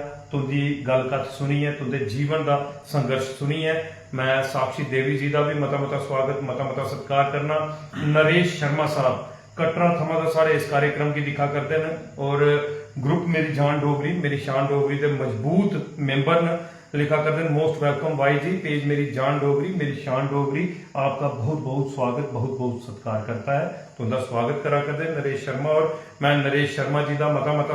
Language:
Dogri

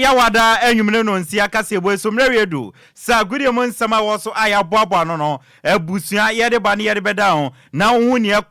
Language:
Akan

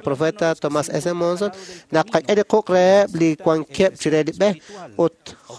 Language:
Kekchí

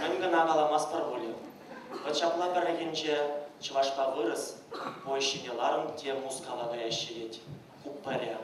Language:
Chuvash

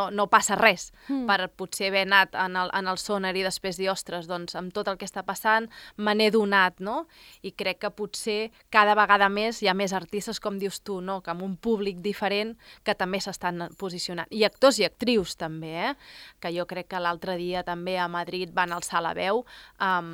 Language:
Catalan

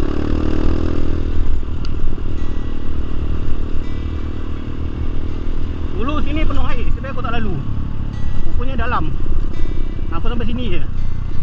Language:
Malay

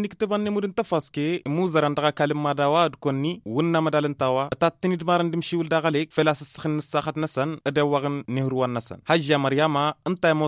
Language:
Tamasheq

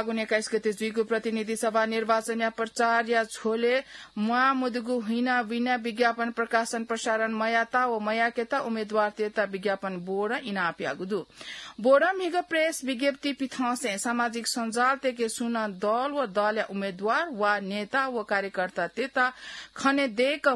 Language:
Newari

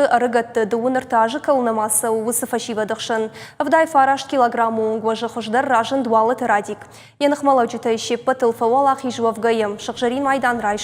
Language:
Ossetic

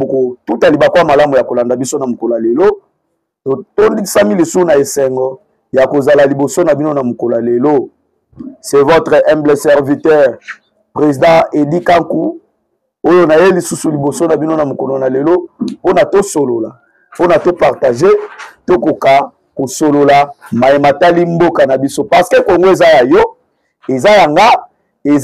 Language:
Lingala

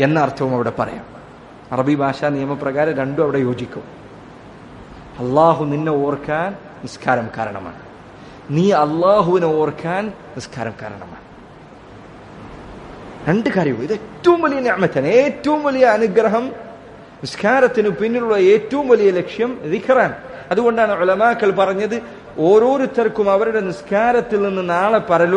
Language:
Malayalam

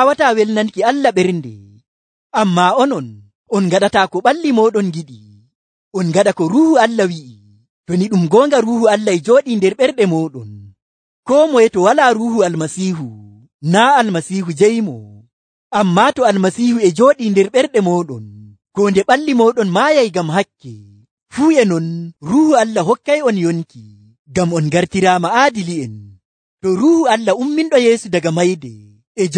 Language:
Nigerian Fulfulde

